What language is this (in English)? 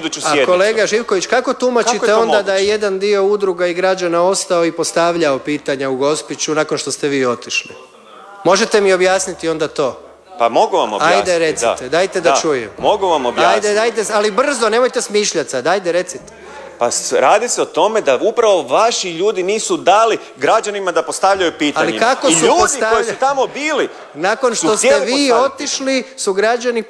Croatian